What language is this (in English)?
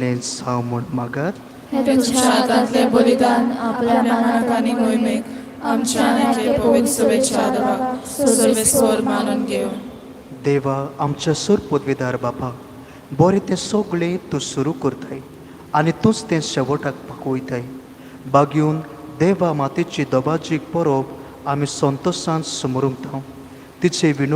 Konkani